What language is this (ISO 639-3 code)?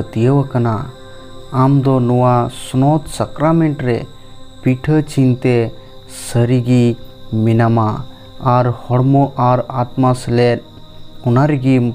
sat